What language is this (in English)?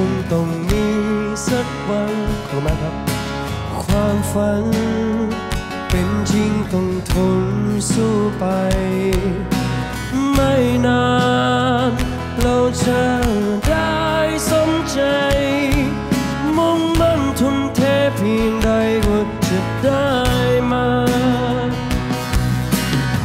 Thai